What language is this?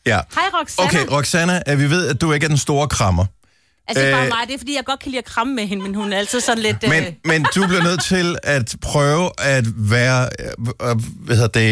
Danish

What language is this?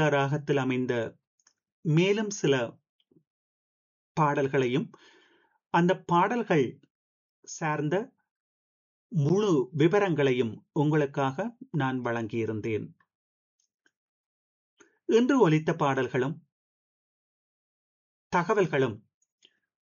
Tamil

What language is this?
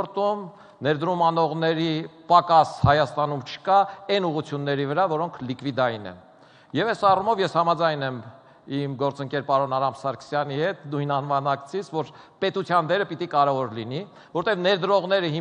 Armenian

